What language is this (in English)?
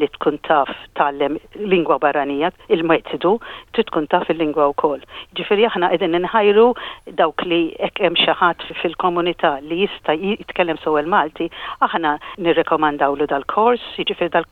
Maltese